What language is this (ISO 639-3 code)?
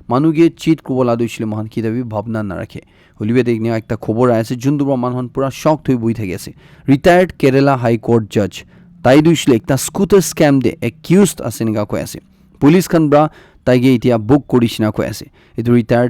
nag